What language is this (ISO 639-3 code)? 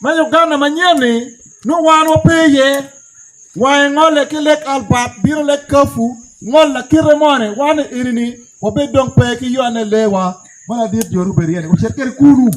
ach